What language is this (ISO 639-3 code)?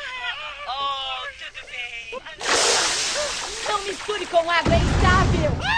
por